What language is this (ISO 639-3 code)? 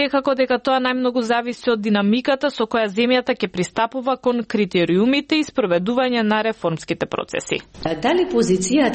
mkd